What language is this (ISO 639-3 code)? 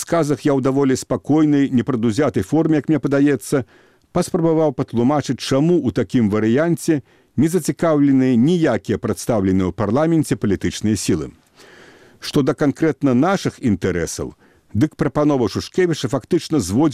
bel